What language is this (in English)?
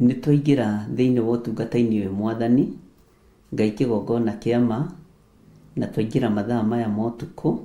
Kikuyu